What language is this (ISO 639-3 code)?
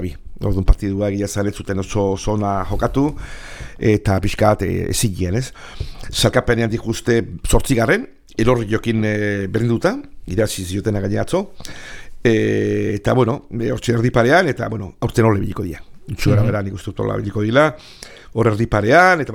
eus